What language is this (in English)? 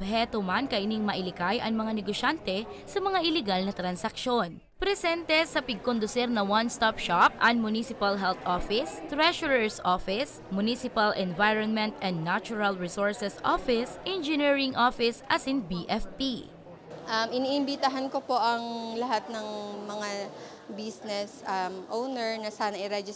Bikol